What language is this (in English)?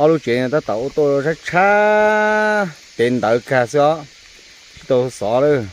Hmong